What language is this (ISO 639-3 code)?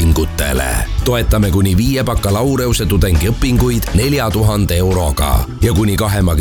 est